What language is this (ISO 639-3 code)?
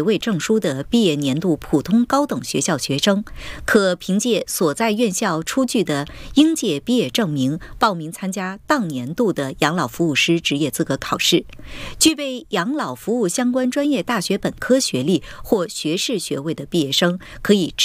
zho